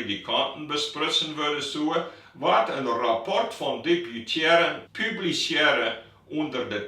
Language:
Western Frisian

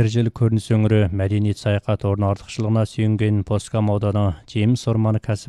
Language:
Kazakh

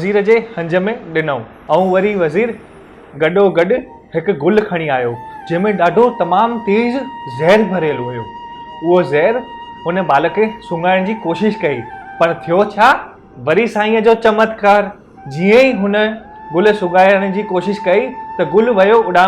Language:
Sindhi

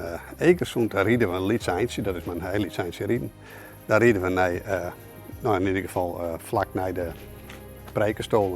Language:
Western Frisian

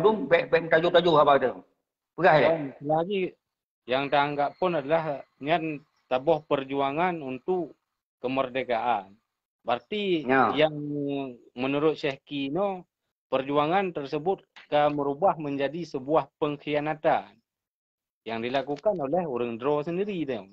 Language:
Achinese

